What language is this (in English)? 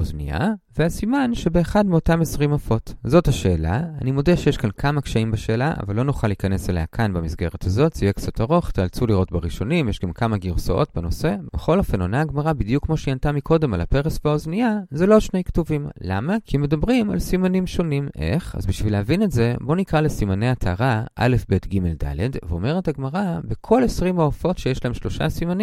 Hebrew